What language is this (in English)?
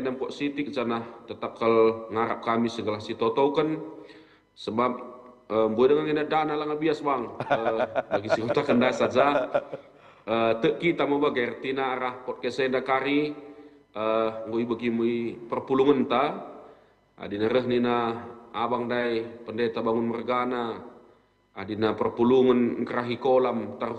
Batak Karo